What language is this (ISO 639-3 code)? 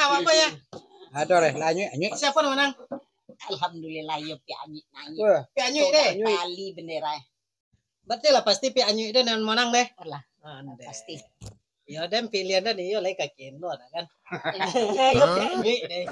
min